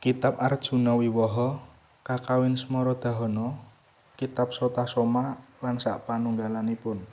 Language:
Javanese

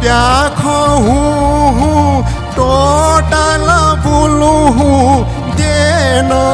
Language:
Newari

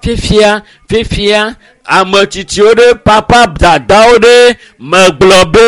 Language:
Ewe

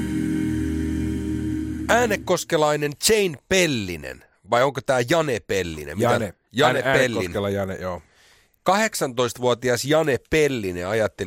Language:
Finnish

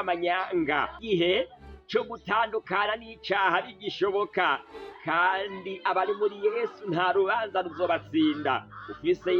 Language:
Rundi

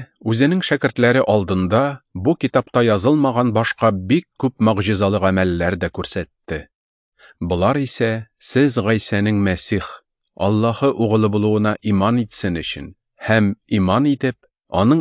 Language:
Tatar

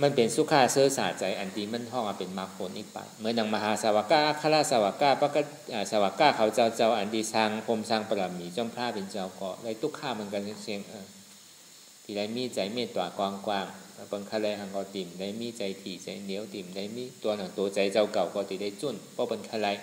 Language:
Shan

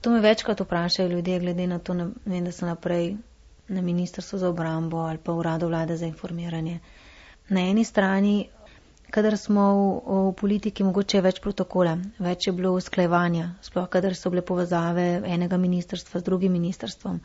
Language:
Slovenian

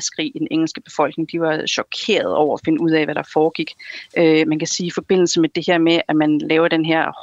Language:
Danish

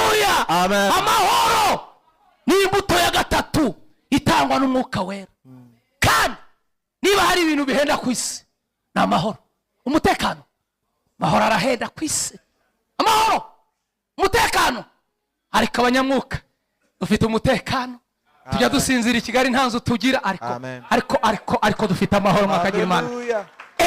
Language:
Kinyarwanda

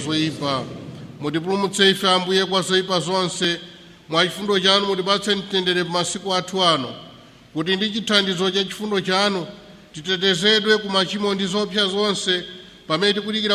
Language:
Nyanja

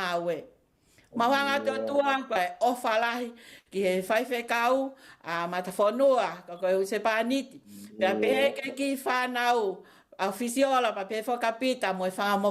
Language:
Tongan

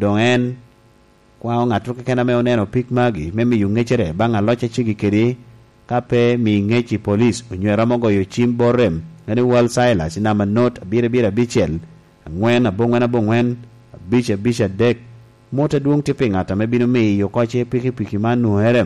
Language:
Lango (Uganda)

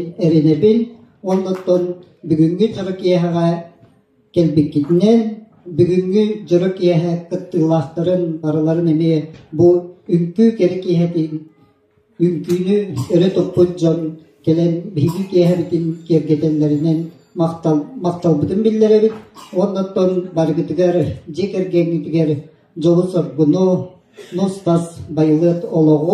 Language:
Yakut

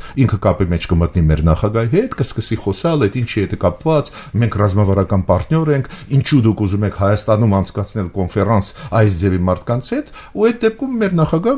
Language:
Armenian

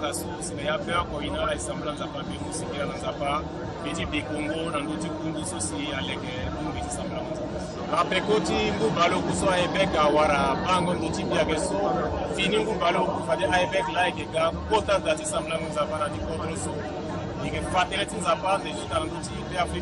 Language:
Sango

